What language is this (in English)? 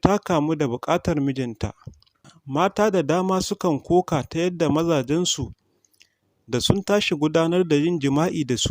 Hausa